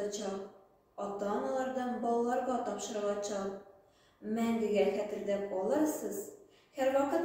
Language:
Tatar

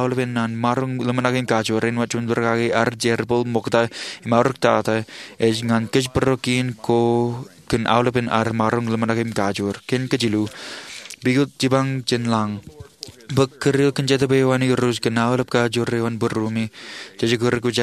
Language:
Marshallese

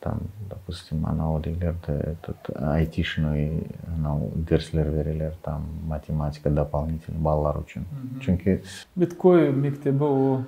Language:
Crimean Tatar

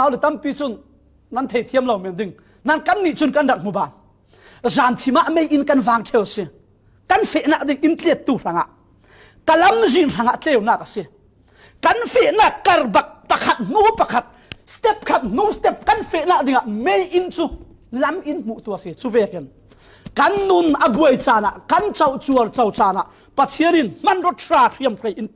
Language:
Falam Chin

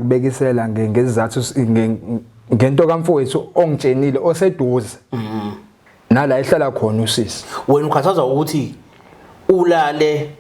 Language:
Zulu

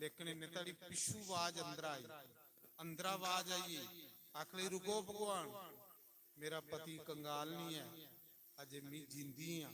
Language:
Dogri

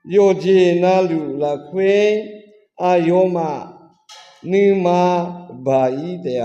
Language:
Akha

